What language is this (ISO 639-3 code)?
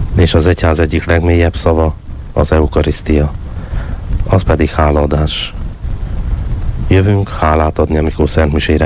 hun